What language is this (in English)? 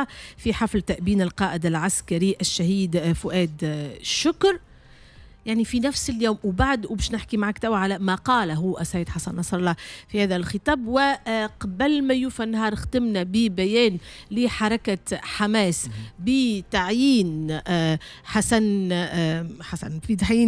Tunisian Arabic